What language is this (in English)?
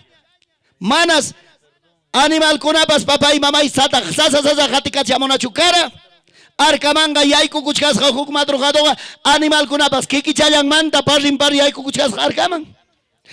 Ayacucho Quechua